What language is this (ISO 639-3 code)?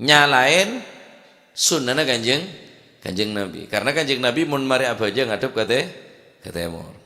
mad